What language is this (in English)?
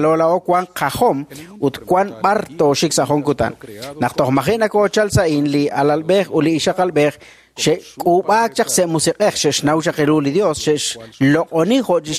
Kekchí